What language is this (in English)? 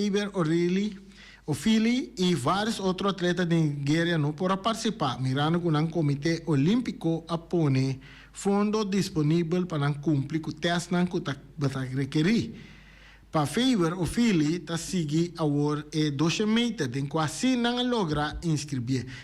Papiamento